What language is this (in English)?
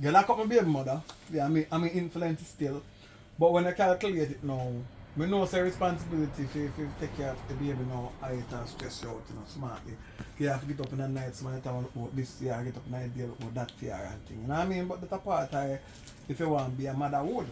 Jamaican Creole English